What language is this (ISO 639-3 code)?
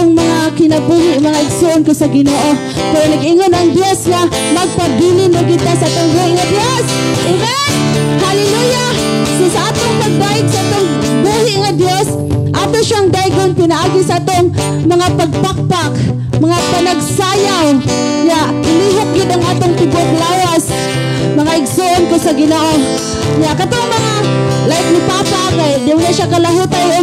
ceb